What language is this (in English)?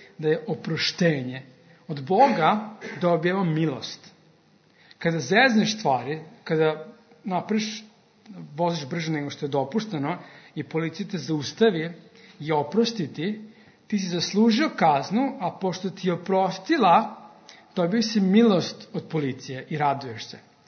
Serbian